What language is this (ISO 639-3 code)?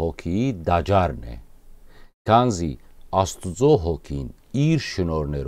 hyw